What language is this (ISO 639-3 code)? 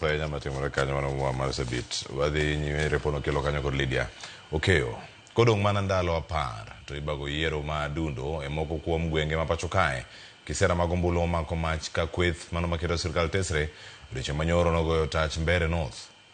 luo